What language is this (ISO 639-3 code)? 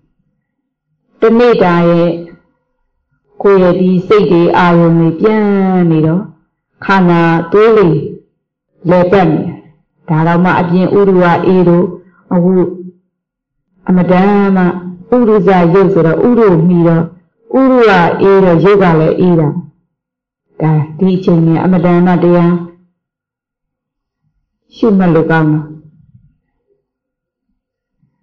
mya